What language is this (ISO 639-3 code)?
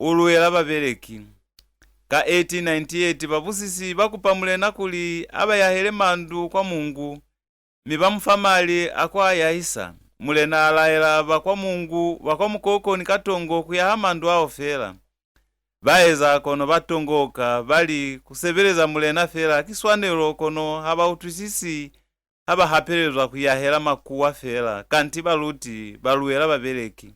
loz